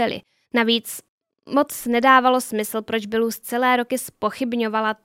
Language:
Czech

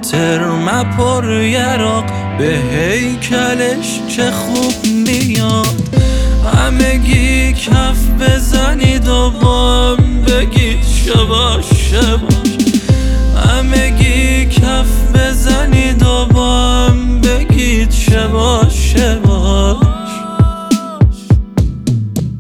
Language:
Persian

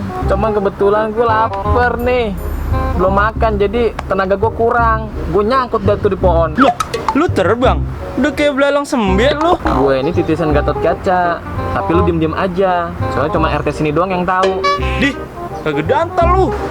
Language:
Betawi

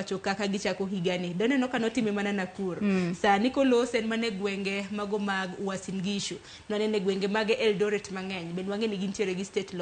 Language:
Luo (Kenya and Tanzania)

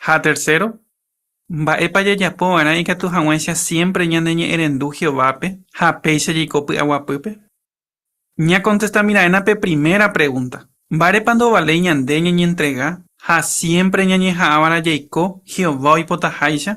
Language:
Guarani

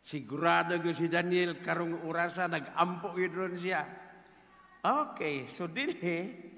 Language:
Cebuano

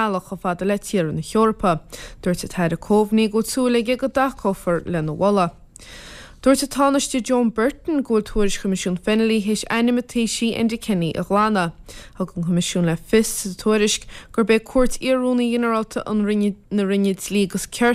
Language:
Irish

